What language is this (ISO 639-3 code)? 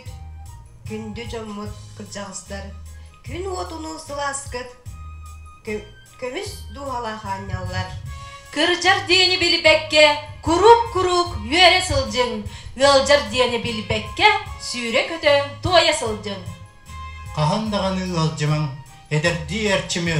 sah